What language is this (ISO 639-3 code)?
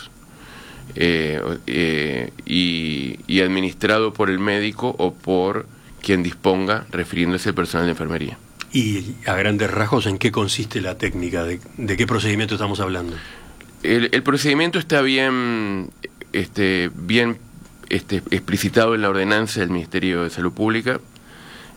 spa